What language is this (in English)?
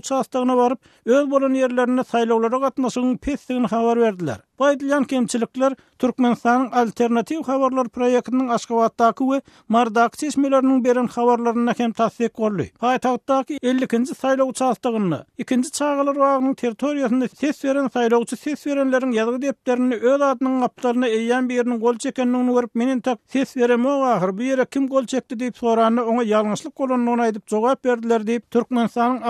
Turkmen